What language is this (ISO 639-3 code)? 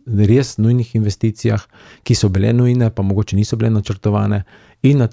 slv